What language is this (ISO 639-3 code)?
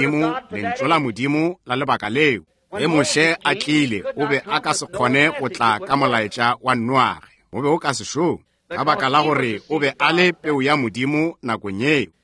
nso